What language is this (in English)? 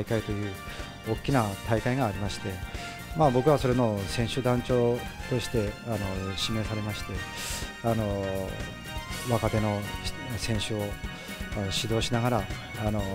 Japanese